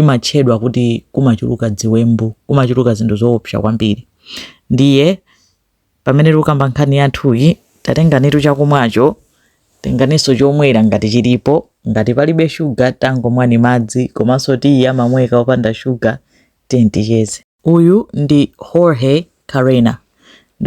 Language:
Nyanja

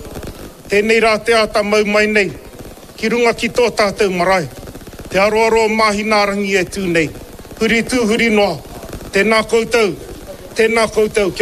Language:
Māori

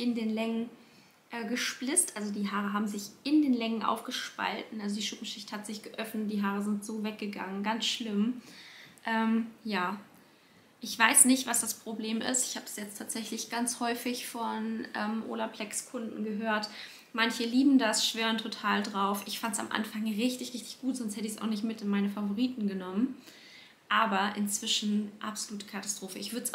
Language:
German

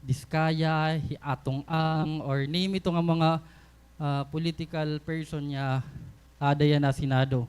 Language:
Waray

